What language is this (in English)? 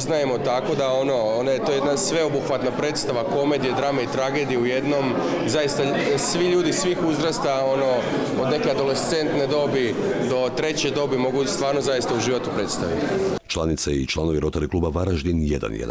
Croatian